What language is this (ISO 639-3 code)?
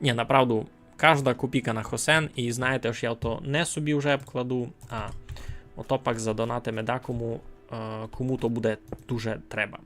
rue